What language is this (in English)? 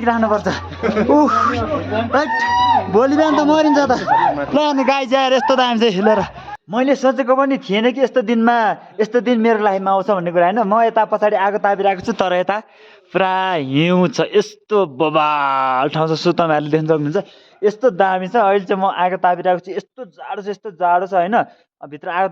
Nepali